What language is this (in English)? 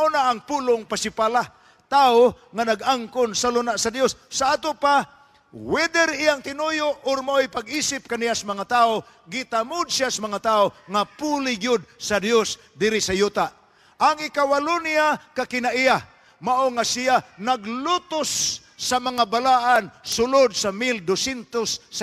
Cebuano